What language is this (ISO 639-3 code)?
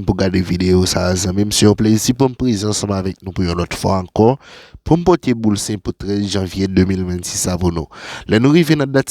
hat